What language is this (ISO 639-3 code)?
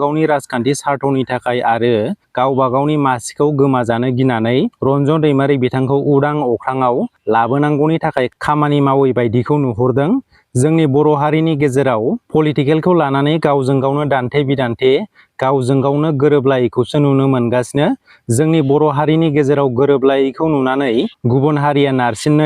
brx